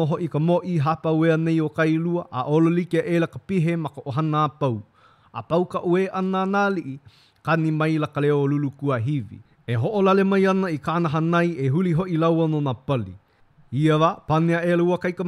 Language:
Hawaiian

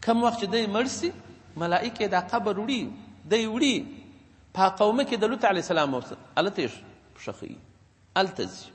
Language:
Pashto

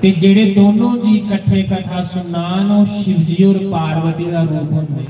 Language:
Dogri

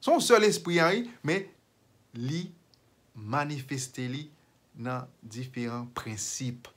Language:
Haitian Creole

